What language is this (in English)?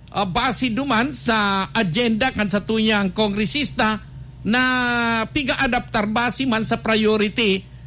Bikol